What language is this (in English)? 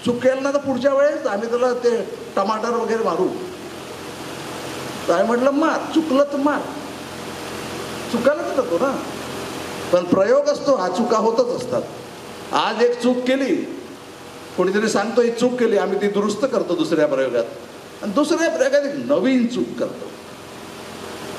Marathi